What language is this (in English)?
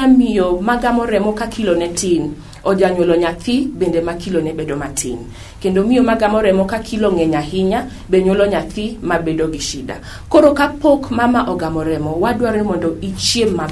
Luo (Kenya and Tanzania)